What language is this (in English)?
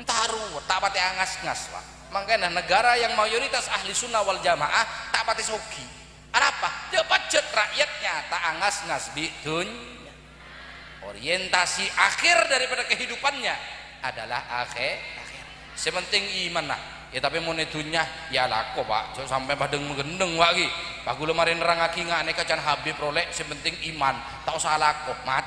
Madurese